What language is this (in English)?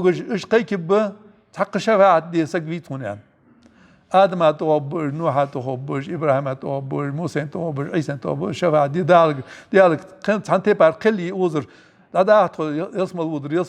Ingush